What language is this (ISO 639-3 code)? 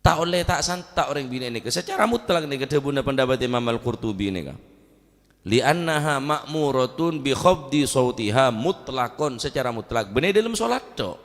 mad